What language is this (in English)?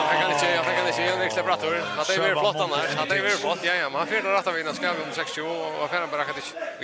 Faroese